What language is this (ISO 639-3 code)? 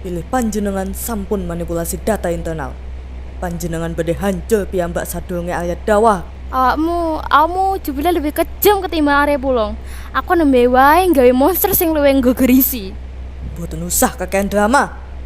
jav